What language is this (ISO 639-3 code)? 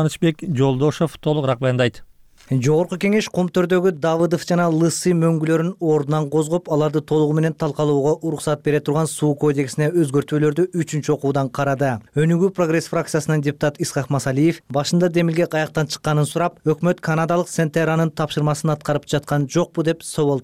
kir